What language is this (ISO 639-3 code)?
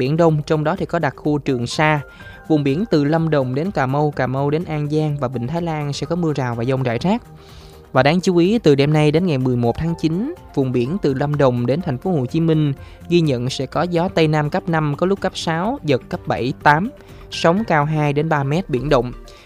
vie